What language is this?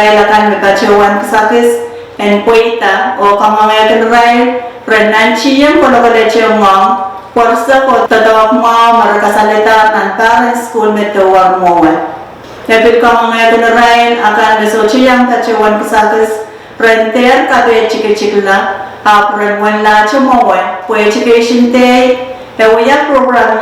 Pohnpeian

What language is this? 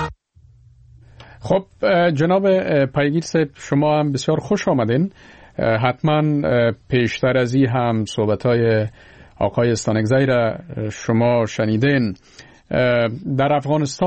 Persian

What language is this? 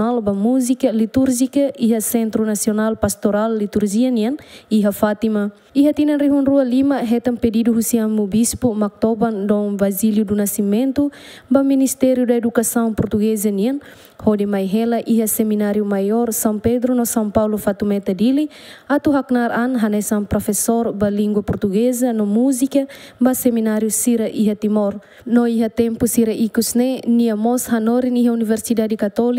Tetum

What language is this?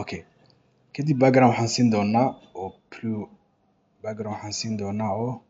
Somali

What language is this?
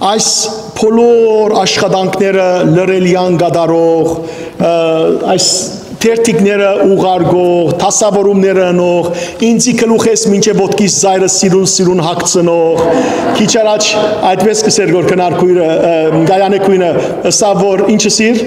Western Armenian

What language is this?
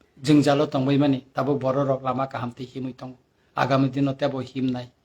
Kok Borok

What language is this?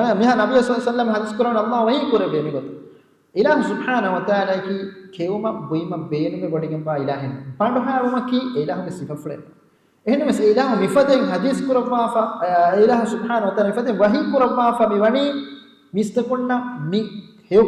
Divehi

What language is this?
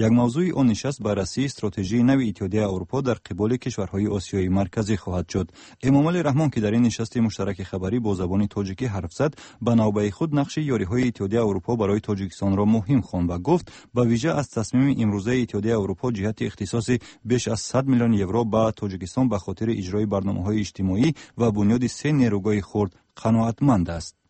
Persian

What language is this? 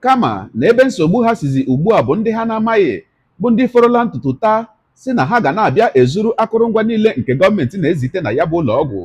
Igbo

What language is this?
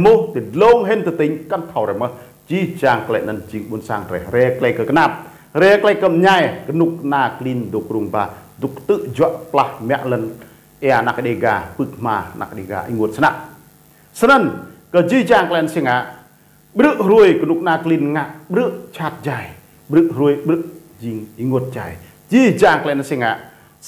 Rade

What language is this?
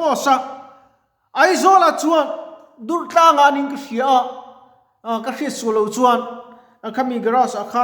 Mizo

